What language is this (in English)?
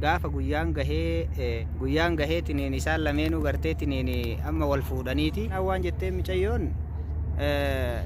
Oromo